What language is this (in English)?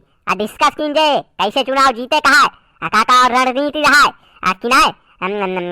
Awadhi